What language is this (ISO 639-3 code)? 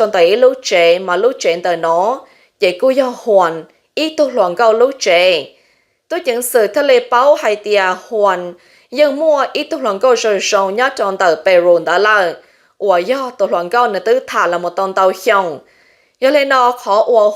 hmn